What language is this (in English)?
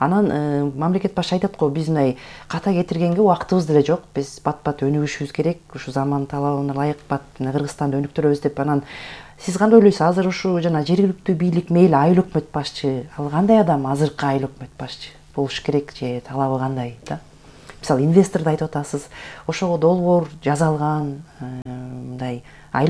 Kyrgyz